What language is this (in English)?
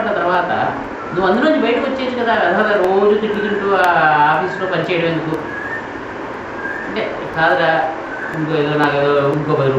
Telugu